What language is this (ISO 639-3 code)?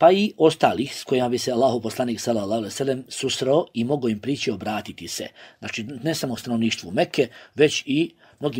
bos